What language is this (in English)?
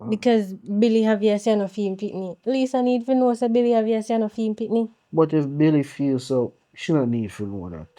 Jamaican Creole English